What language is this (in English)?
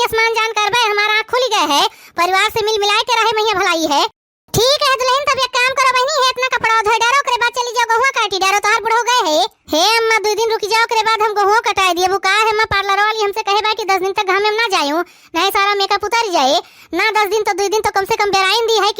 Awadhi